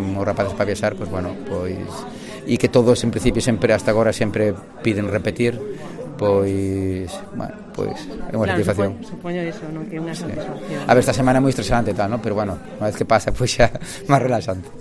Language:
Galician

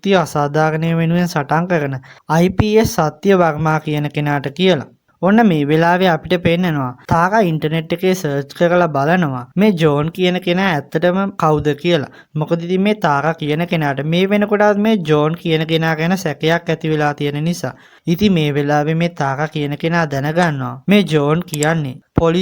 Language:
Sinhala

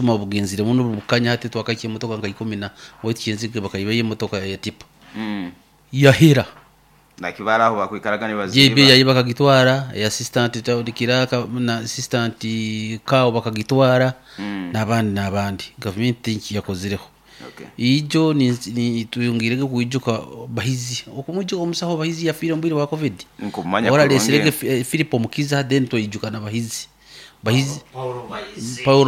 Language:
Nyoro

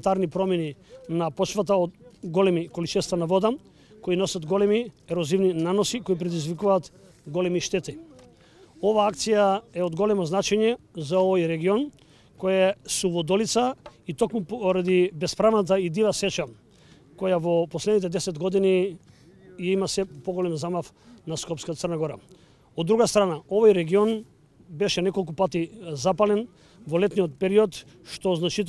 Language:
Macedonian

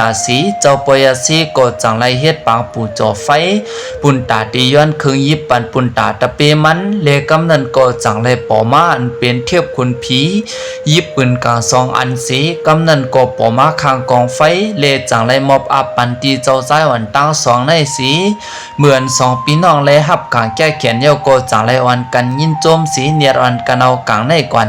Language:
Shan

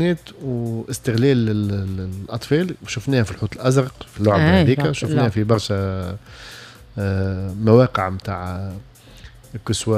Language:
Tunisian Arabic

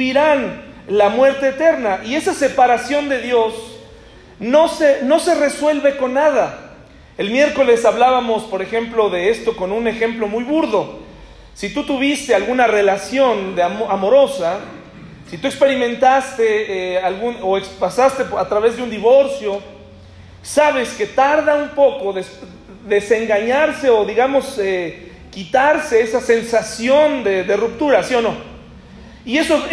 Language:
Spanish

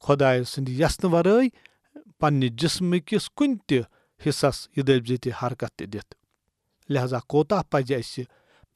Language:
Kashmiri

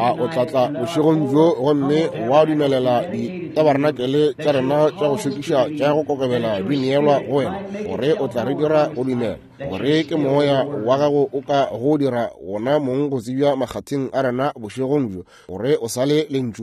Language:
Northern Sotho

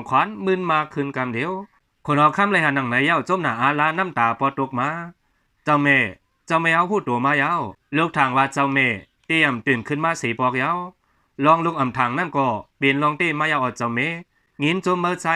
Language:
Shan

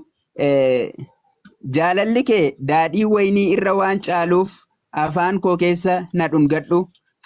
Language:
Oromo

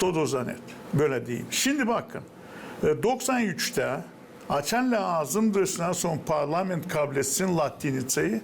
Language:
Gagauz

